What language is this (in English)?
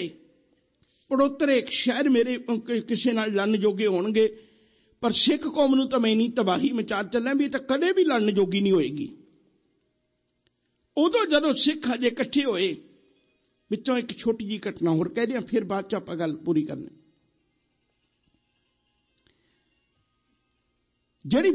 Punjabi